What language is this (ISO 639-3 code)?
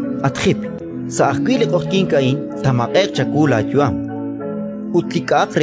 kek